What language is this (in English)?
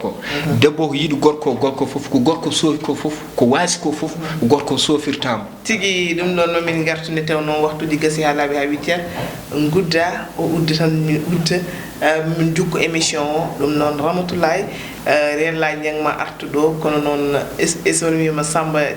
Fula